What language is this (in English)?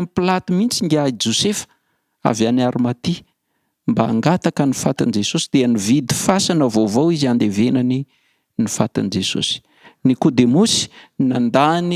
Malagasy